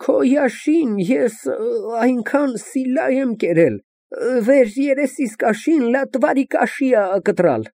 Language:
Armenian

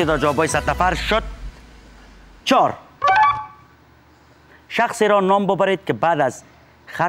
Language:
Persian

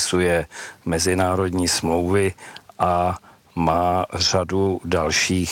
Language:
Czech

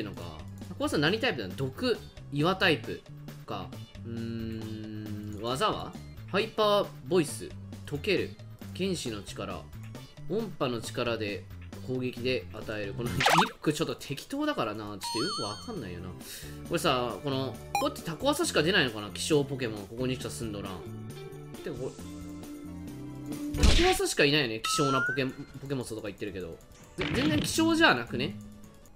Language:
Japanese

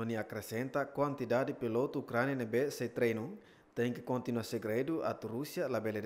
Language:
Tetum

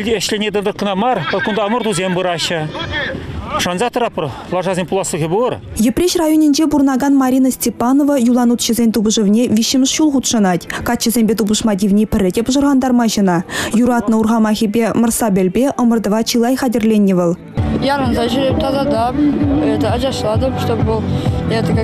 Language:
Chuvash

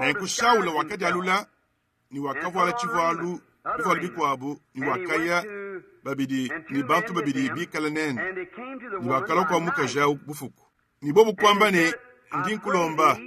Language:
Luba-Lulua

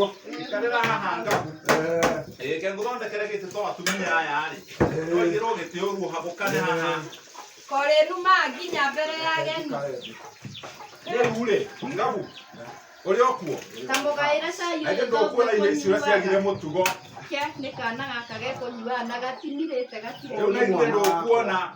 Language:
Kikuyu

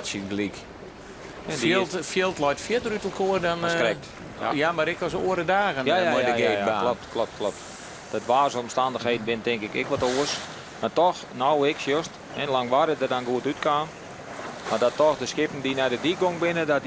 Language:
Western Frisian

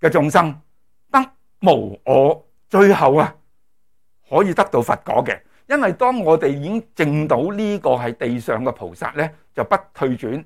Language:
Cantonese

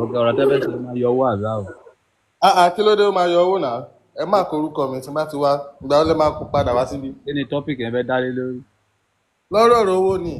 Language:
Yoruba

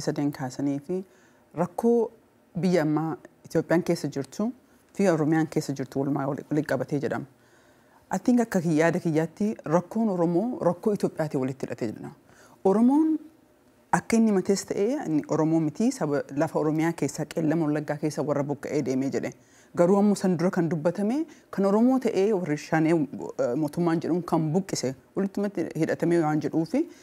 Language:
Oromo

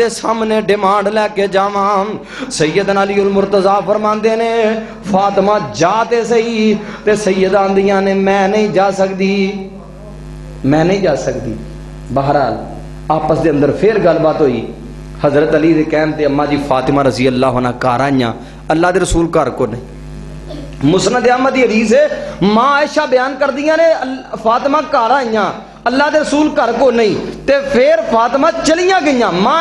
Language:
Western Panjabi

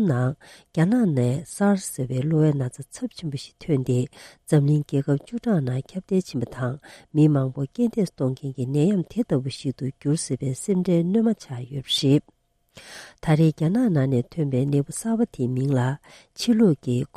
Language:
Tibetan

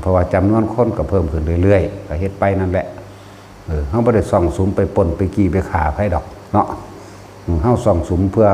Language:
Lao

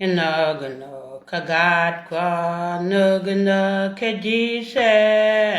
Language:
Nuer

